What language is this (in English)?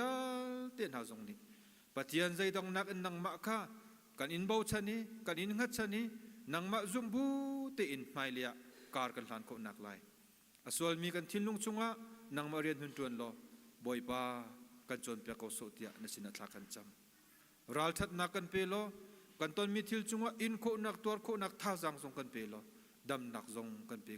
Hakha Chin